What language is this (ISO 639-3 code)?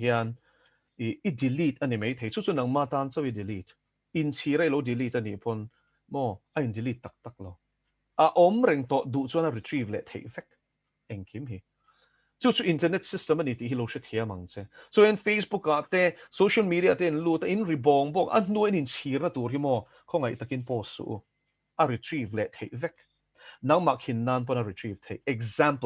lus